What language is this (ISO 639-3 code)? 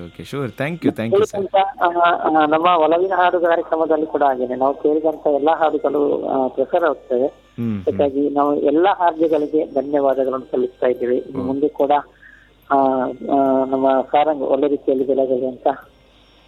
kan